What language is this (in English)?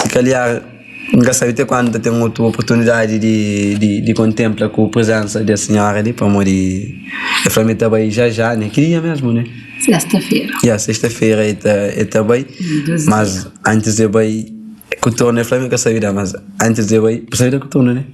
Kabuverdianu